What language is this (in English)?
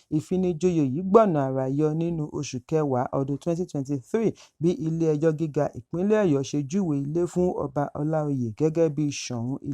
Yoruba